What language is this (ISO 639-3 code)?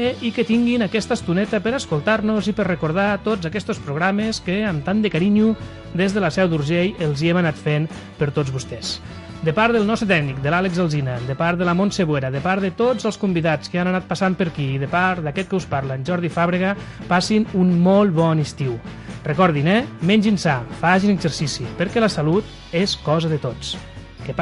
cat